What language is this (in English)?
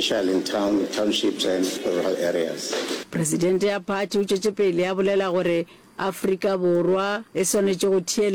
Northern Sotho